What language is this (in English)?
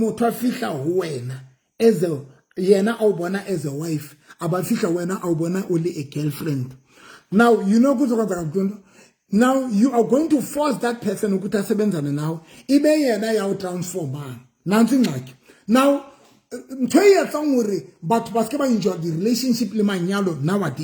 Southern Sotho